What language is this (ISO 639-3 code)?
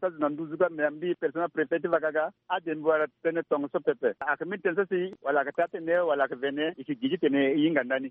sag